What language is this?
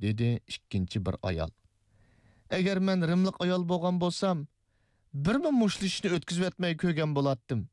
Uyghur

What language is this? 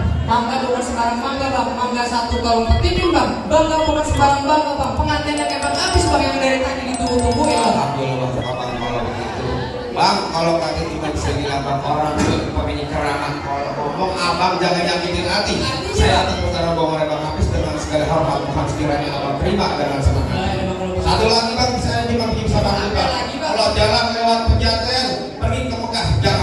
Betawi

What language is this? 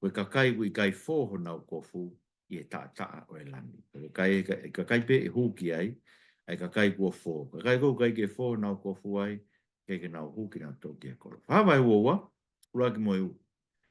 Tongan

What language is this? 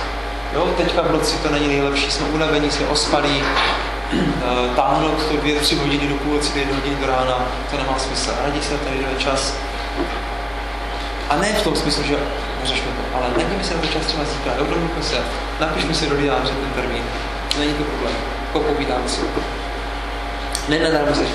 Czech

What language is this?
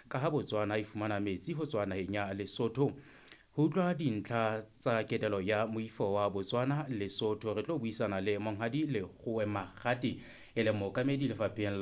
Southern Sotho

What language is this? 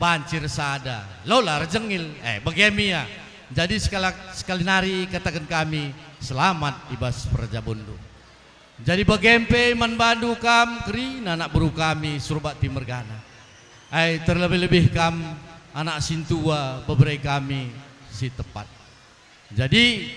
Batak Karo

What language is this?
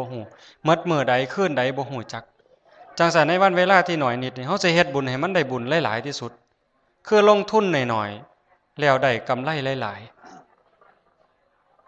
Northeastern Thai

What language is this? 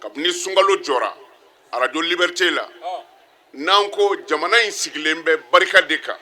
Bambara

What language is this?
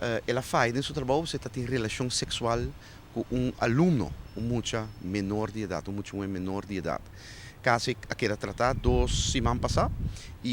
Papiamento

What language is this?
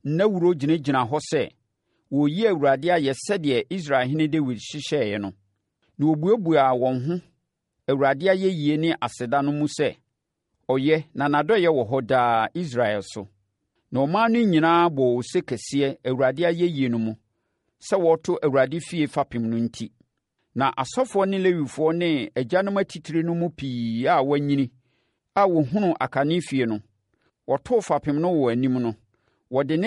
Akan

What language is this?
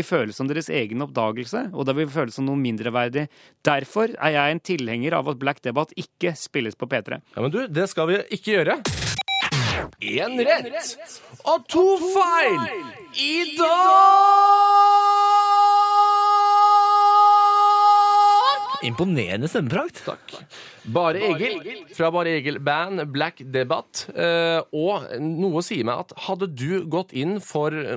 Norwegian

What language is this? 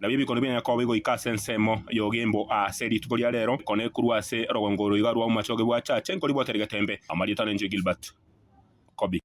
Gusii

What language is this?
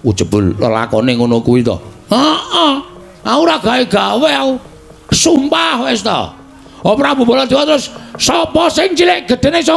Javanese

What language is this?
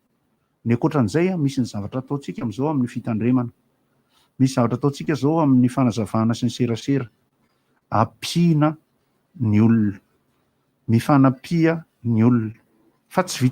Malagasy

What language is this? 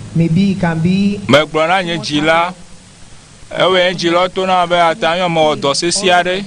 Ewe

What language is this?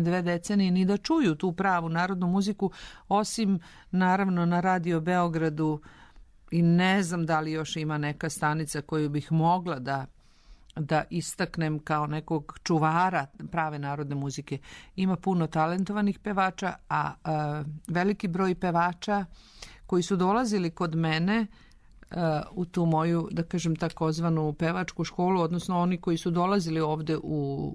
Serbian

